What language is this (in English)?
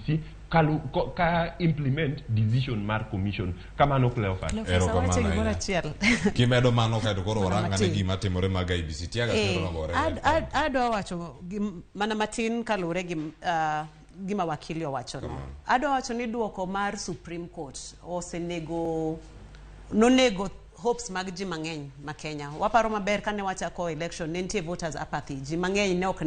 Luo (Kenya and Tanzania)